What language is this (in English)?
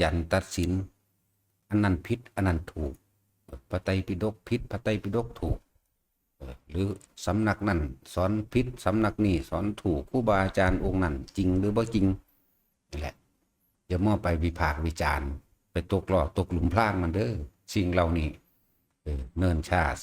Northeastern Thai